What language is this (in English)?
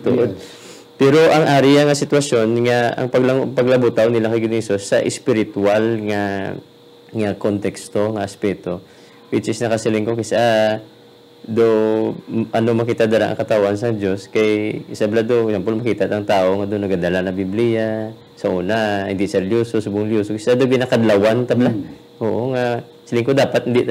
Hiligaynon